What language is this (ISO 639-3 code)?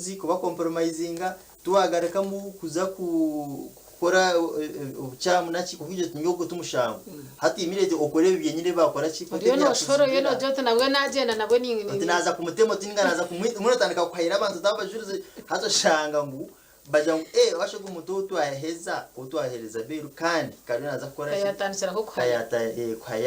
nyn